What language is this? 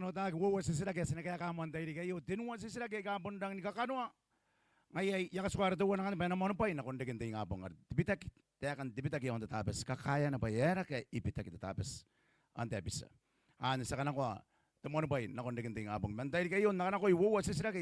Gilbertese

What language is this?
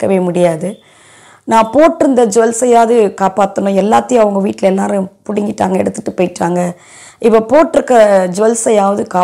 Tamil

